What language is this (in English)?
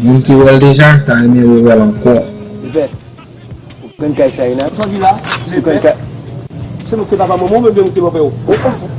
Haitian Creole